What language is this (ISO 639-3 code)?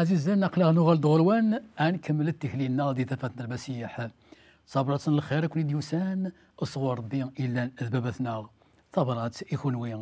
kab